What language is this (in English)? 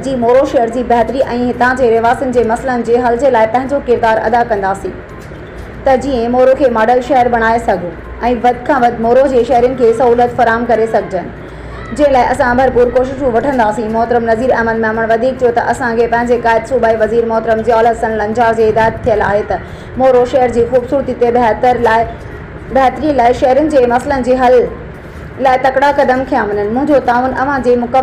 Sindhi